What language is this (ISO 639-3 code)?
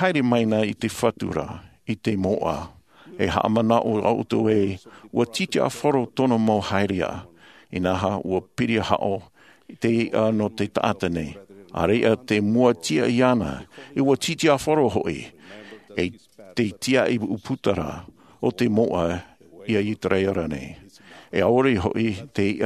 tah